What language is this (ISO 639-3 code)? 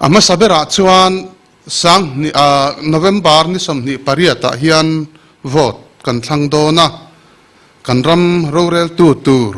lus